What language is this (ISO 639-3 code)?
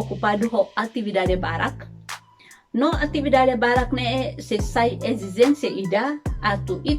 tet